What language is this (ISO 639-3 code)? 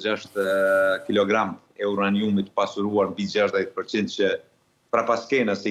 sqi